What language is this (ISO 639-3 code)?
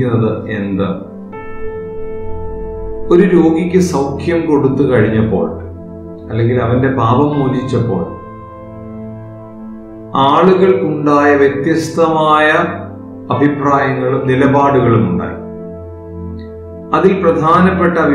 mal